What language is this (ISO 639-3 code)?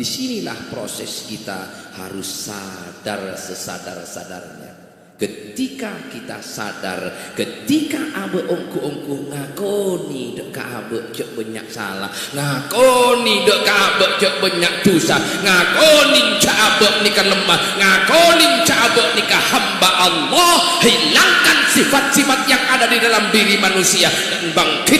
mad